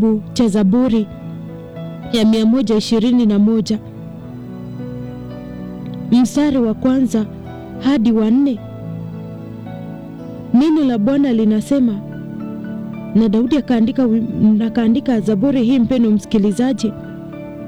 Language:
Swahili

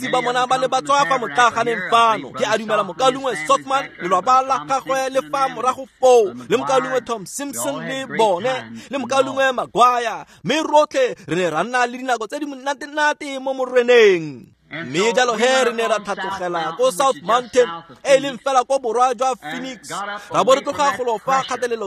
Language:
Tswana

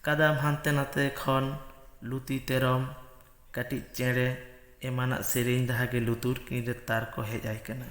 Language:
Santali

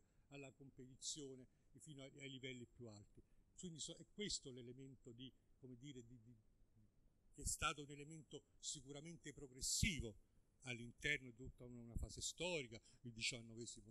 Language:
Italian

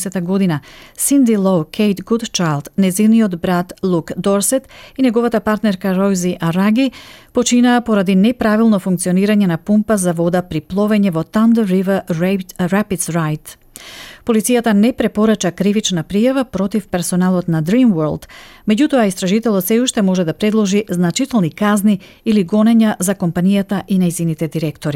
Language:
Macedonian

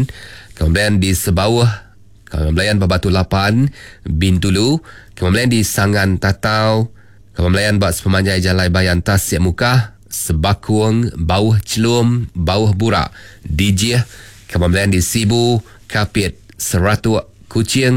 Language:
Iban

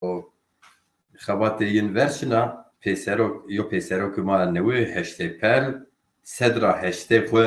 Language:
Zaza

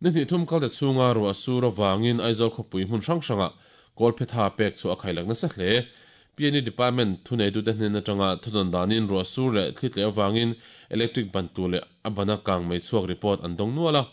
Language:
Mizo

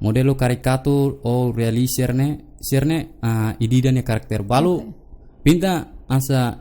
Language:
Tetum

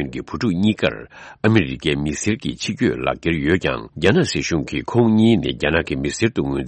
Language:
Tibetan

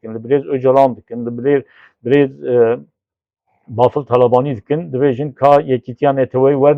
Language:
Kurdish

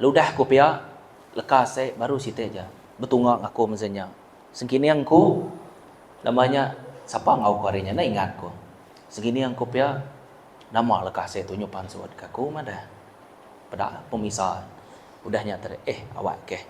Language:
Iban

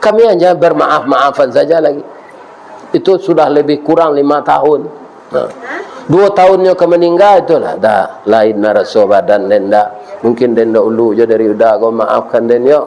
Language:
Minangkabau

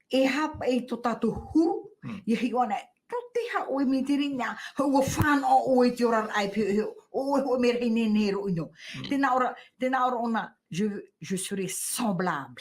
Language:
Tahitian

